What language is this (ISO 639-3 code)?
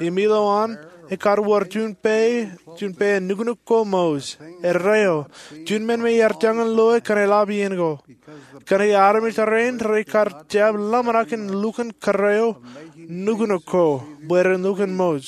mah